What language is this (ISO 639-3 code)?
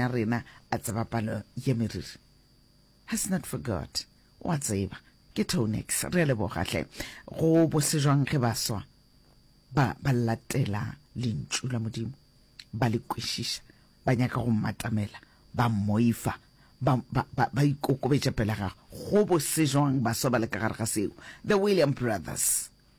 nso